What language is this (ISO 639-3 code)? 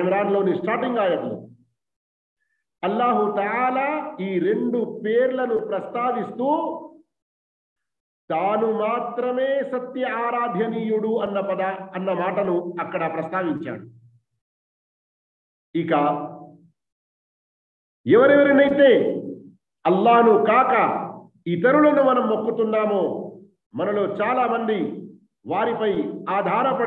tel